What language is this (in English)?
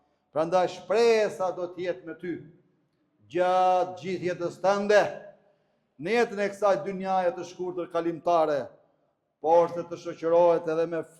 Albanian